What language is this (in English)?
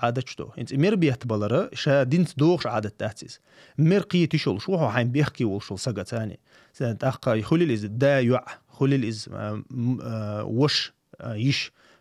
Chechen